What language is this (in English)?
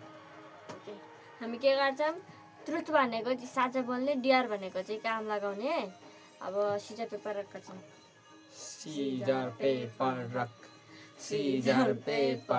Nepali